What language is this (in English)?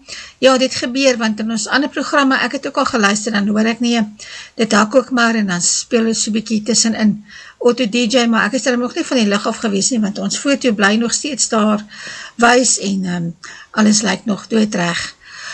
Afrikaans